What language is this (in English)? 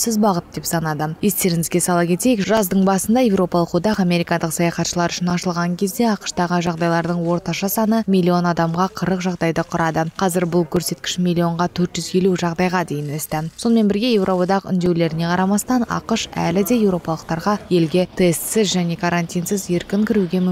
Kazakh